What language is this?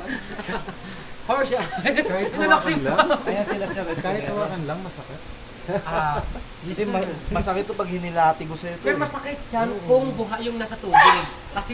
Filipino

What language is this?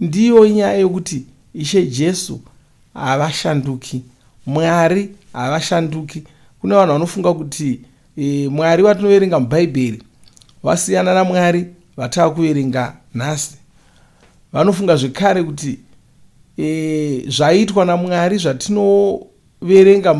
Shona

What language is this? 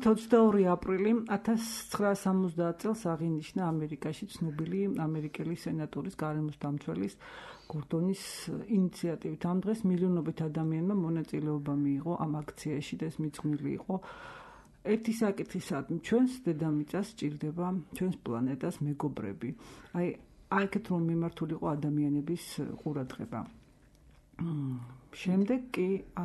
Georgian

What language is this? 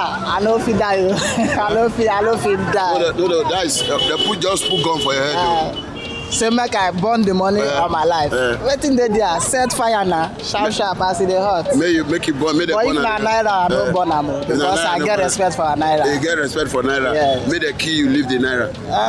Nigerian Pidgin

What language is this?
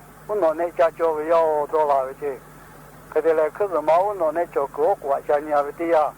Lahu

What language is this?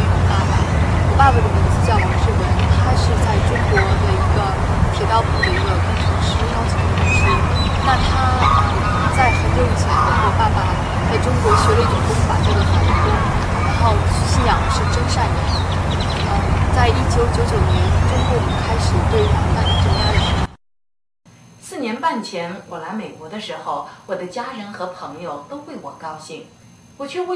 Chinese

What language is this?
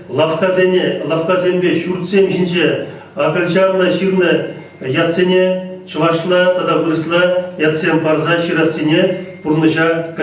Chuvash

